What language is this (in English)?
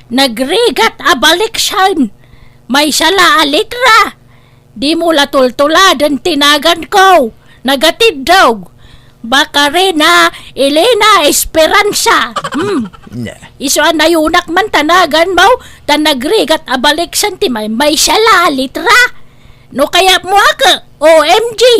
Iloko